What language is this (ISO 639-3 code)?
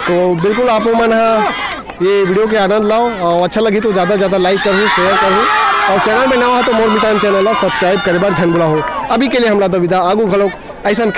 hne